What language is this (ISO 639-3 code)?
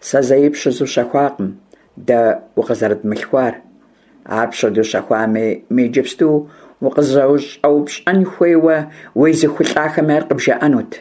kbd